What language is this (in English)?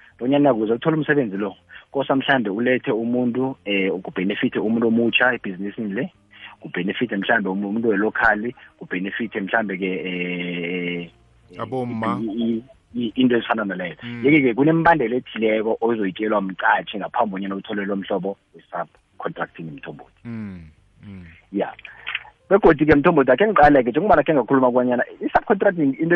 South Ndebele